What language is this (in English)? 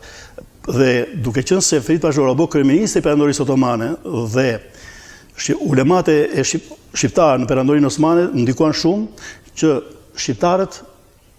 Albanian